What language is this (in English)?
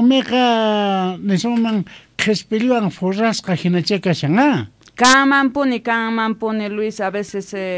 South Bolivian Quechua